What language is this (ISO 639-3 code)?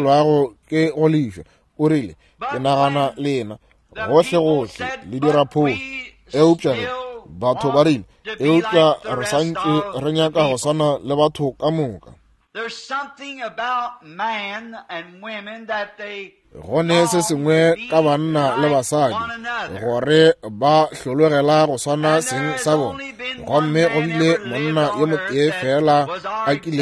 nso